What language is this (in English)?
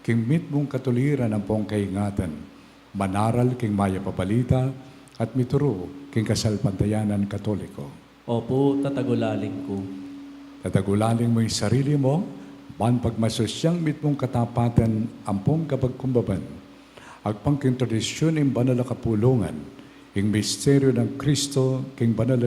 Pampanga